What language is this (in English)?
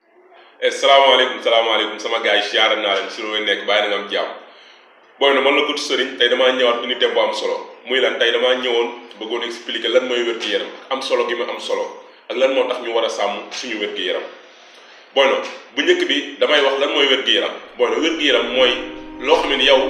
Wolof